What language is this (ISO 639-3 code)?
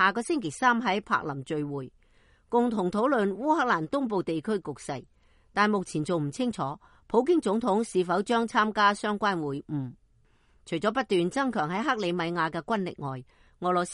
yue